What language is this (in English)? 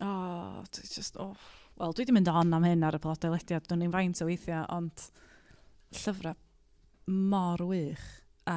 Welsh